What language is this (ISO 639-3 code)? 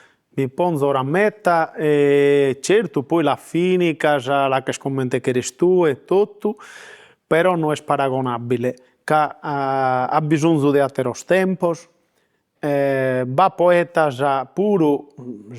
srd